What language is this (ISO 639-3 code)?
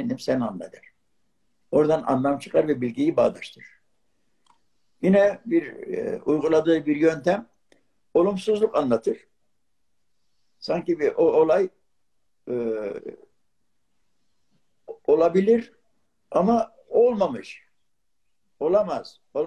tur